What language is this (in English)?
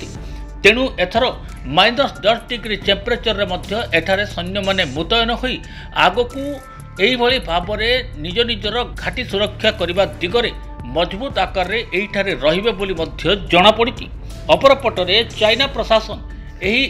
Odia